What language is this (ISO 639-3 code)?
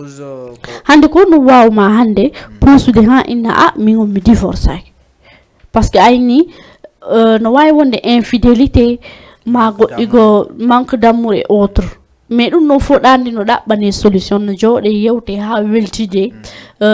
ful